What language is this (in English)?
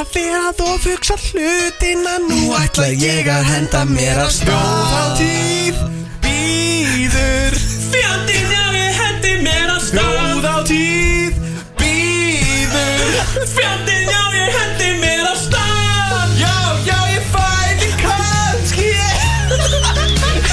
Icelandic